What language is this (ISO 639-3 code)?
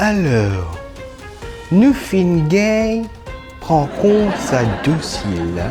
mfe